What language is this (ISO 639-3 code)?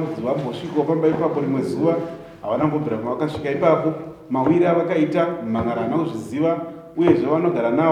sna